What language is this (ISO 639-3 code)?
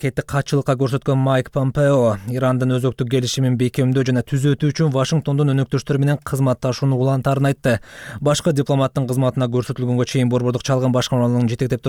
kir